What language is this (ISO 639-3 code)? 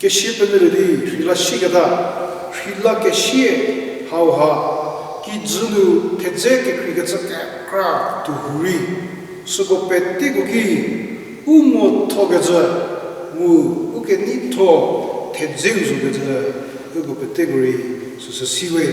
njm